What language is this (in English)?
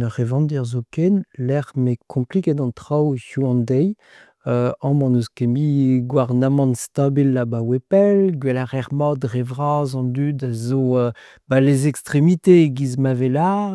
Breton